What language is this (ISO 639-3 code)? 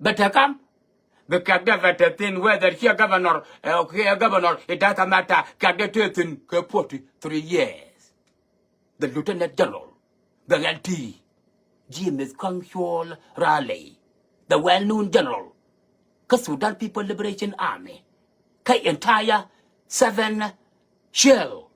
nus